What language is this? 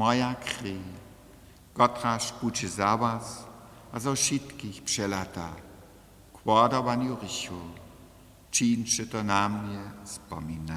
Upper Sorbian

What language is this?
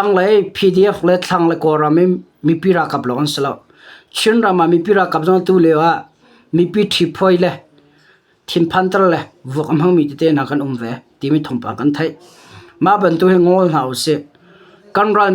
Hakha Chin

